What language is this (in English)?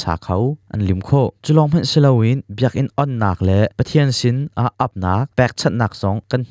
Hakha Chin